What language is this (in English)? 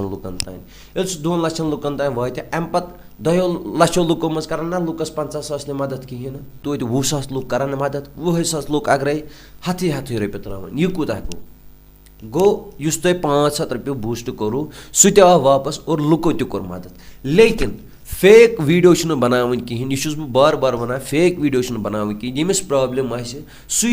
Kashmiri